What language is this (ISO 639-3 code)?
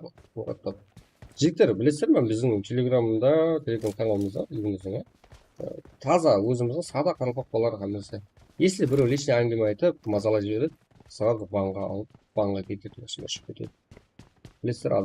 kaa